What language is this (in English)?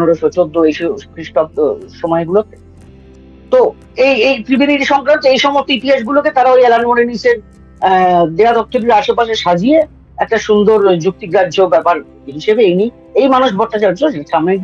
Bangla